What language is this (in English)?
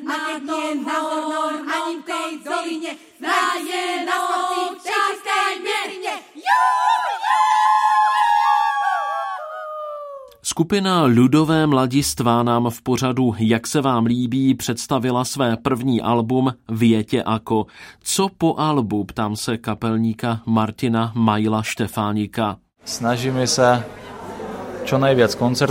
Slovak